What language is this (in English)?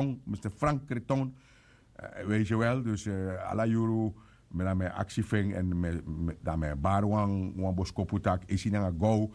Sranan Tongo